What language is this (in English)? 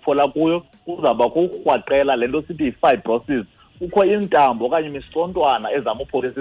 Xhosa